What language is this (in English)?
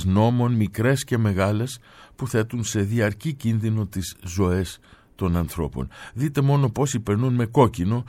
Greek